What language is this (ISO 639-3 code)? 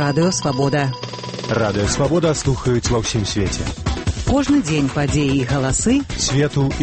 bel